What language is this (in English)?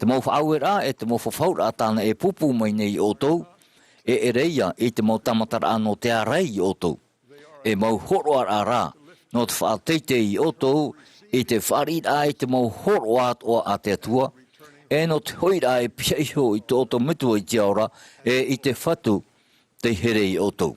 Tahitian